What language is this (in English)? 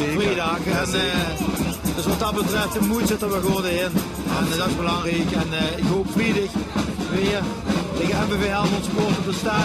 Limburgish